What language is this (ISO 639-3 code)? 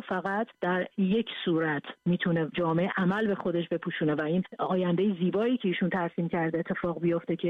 fas